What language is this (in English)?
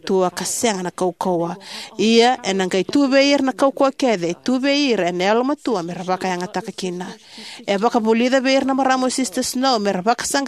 Fijian